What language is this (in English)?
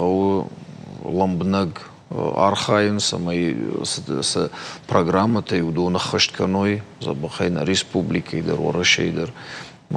Ossetic